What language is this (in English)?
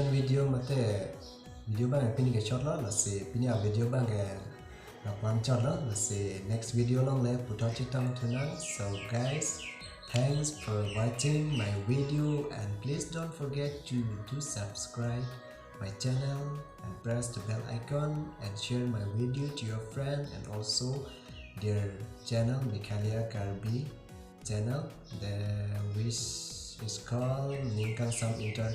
Karbi